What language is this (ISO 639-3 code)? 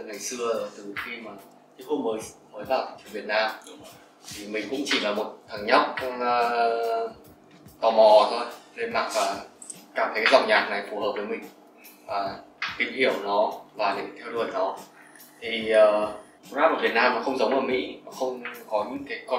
vie